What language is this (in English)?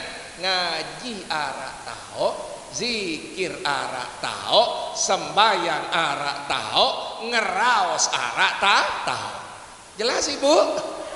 Sasak